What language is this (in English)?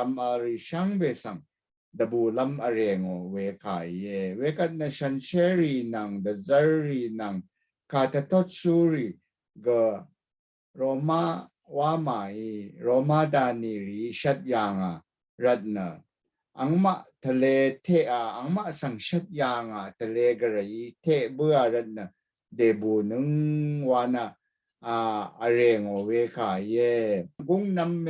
Rawang